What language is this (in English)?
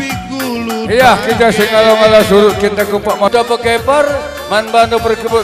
Batak Karo